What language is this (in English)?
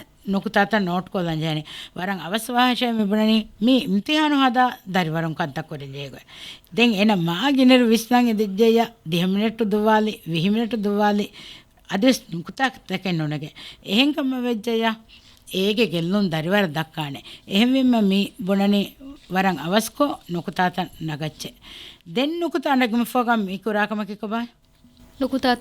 Divehi